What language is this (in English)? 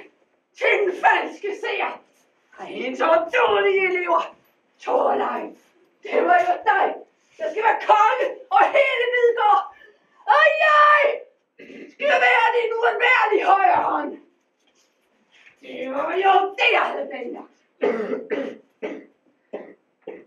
Danish